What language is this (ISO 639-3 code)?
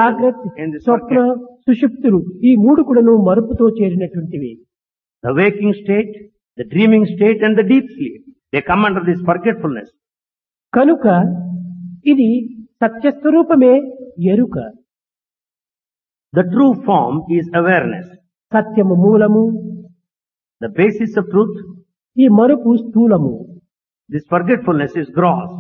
tel